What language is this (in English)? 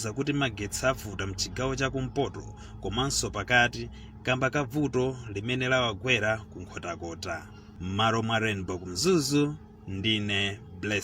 Nyanja